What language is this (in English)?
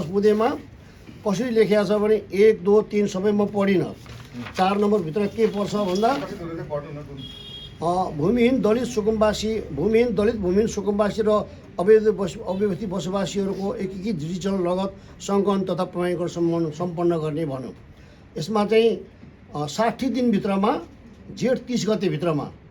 Nepali